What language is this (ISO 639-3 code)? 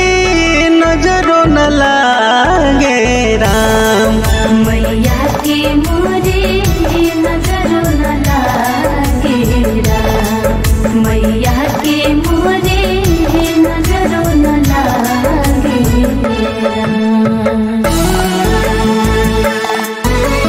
bho